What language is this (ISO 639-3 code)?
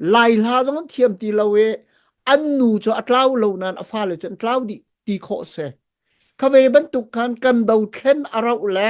cnh